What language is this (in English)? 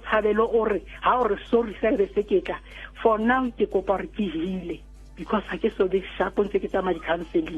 Southern Sotho